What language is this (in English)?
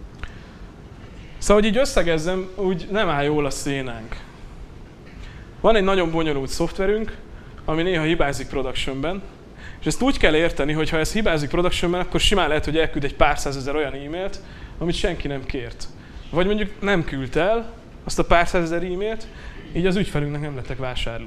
Hungarian